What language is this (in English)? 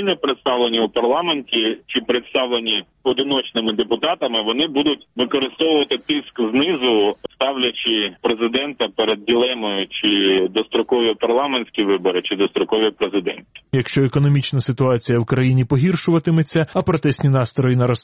Ukrainian